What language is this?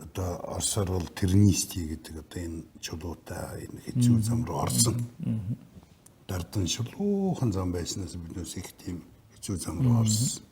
Mongolian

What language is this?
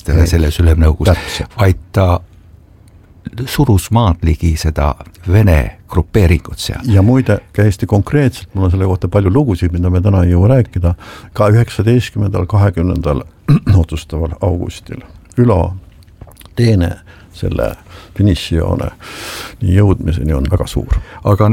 Estonian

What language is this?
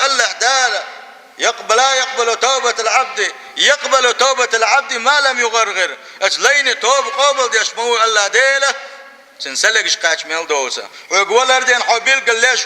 Chechen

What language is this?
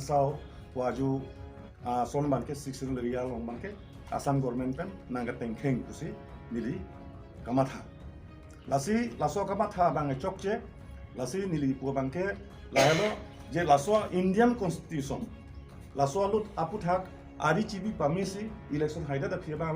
Karbi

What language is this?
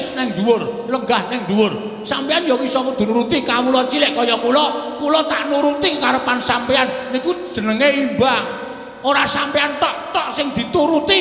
Javanese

